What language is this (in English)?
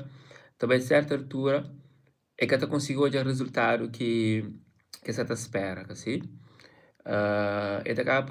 Kabuverdianu